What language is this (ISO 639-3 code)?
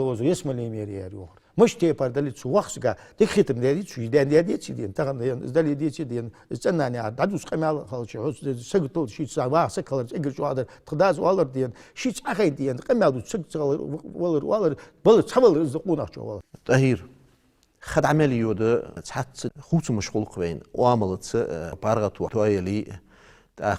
inh